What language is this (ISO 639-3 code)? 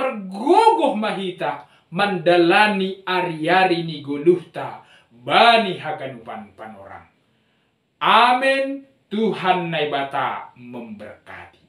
bts